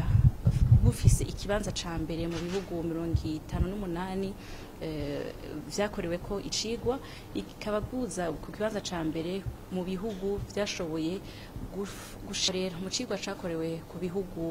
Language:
Rundi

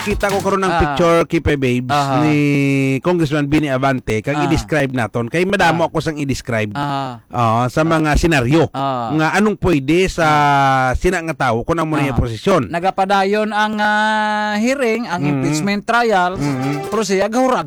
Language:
Hiligaynon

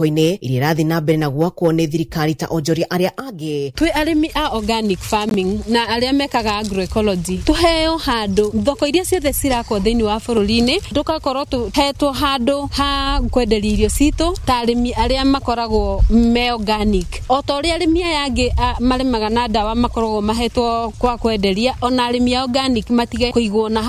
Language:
Kikuyu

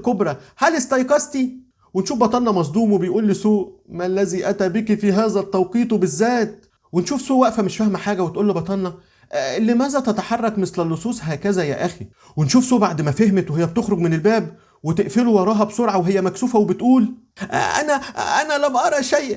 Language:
Egyptian Arabic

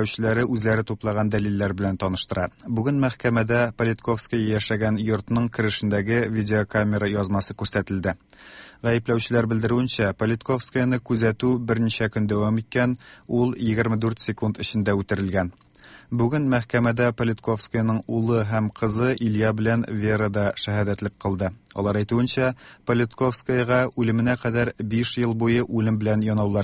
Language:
Tatar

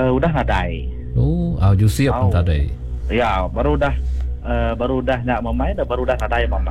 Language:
Iban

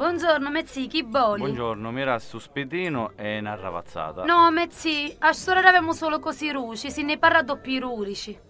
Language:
Sicilian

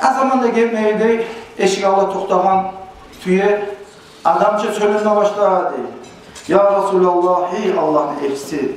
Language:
Kumyk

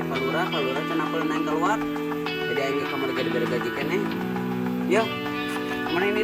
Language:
Sundanese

